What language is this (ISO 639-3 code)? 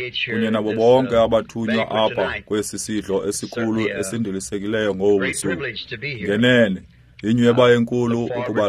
xho